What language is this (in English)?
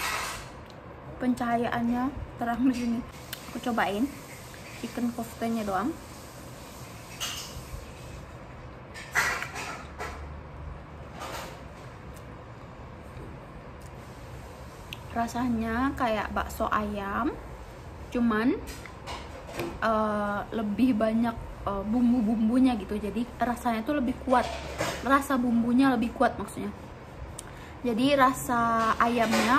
Indonesian